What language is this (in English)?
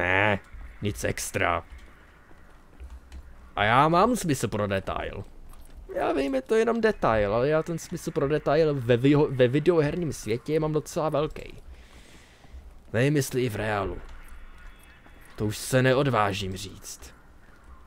Czech